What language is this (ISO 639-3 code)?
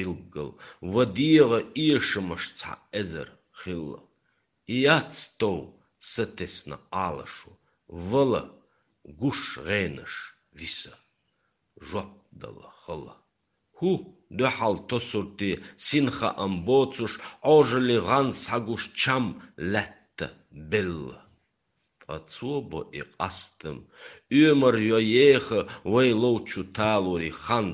che